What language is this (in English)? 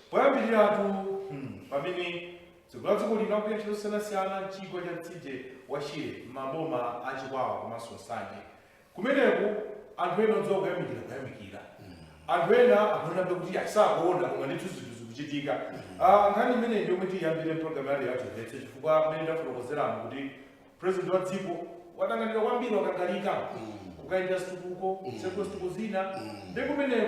Nyanja